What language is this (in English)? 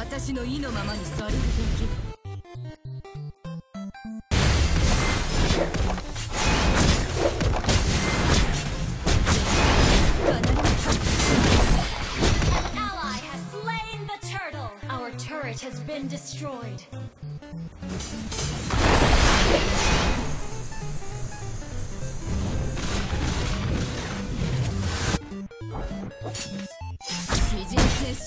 Japanese